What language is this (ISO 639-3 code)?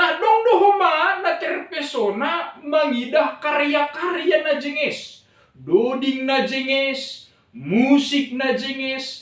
bts